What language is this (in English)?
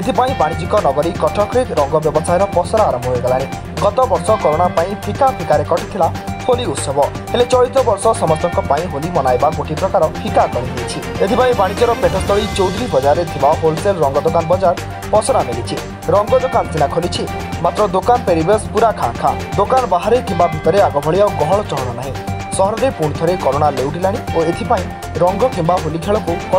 Odia